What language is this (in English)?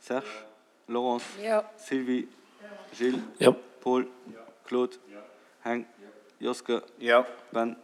Luxembourgish